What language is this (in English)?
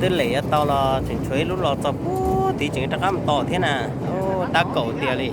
Hmong